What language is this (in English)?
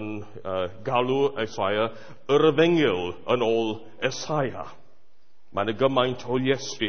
Welsh